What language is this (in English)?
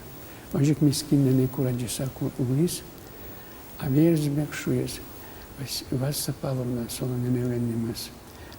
Udmurt